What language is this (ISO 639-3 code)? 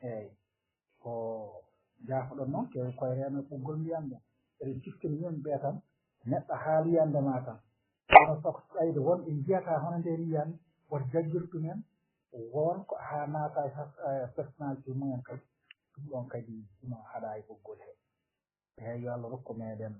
ful